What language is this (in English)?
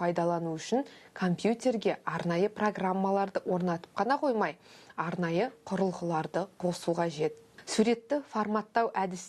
Kazakh